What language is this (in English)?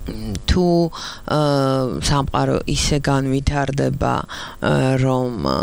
Georgian